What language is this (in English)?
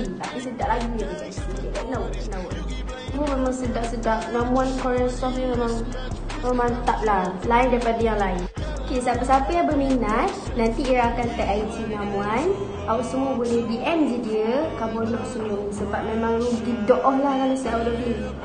Malay